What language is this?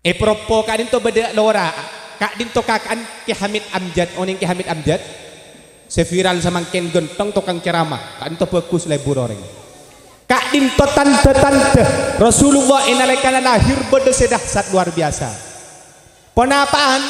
Madurese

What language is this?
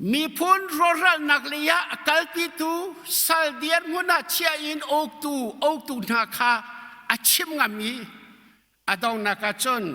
Hakha Chin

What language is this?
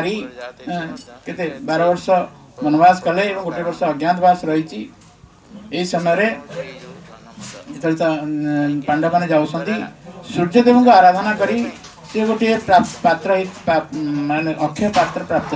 Odia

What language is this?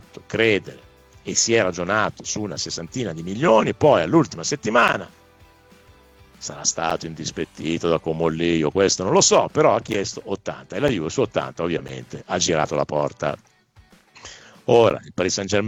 Italian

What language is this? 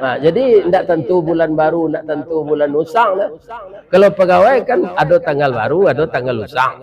Minangkabau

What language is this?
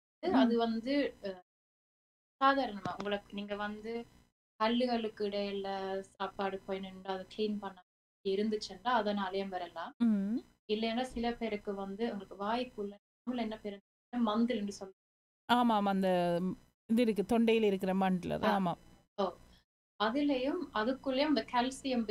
Tamil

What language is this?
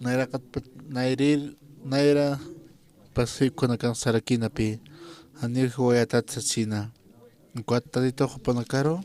Aymara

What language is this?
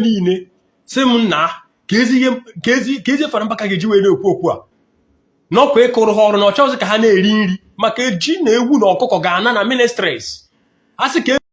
Igbo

